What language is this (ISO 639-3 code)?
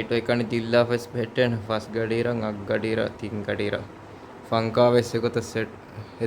div